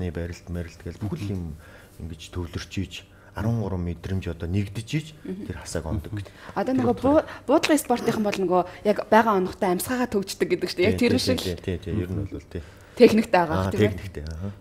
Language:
Mongolian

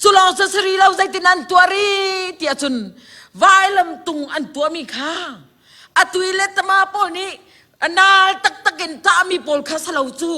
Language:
Hakha Chin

